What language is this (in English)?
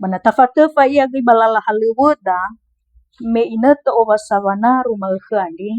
Nias